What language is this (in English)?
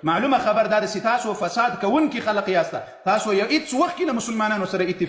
Pashto